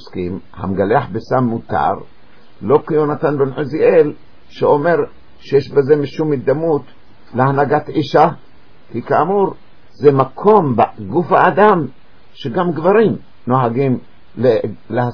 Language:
Hebrew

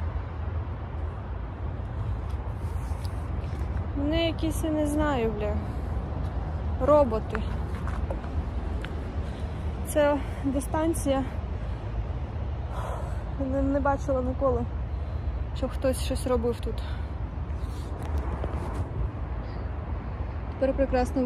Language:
Ukrainian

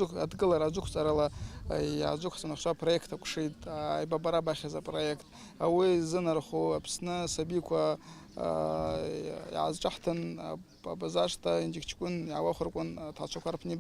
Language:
Abkhazian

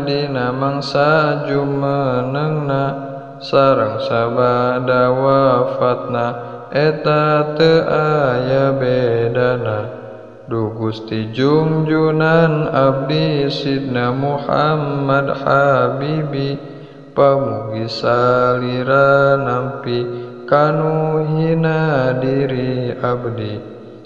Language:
Sundanese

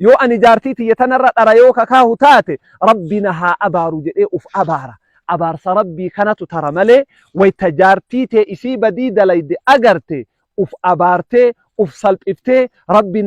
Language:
Oromo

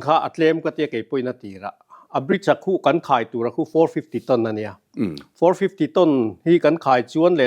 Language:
Mizo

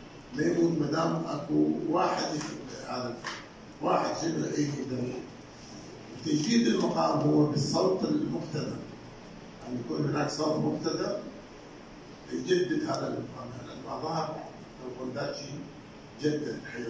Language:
Mesopotamian Arabic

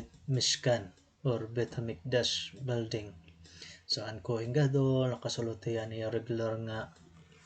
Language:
Waray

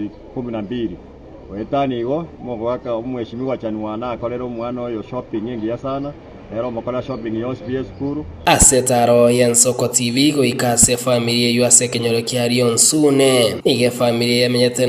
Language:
Gusii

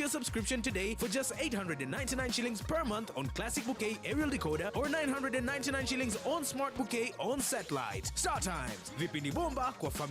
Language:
Meru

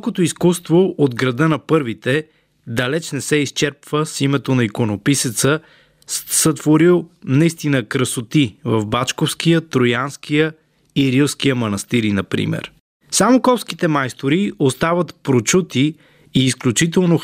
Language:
Bulgarian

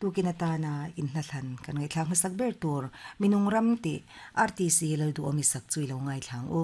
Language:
Mizo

